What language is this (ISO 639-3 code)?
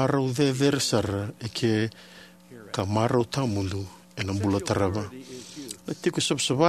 fij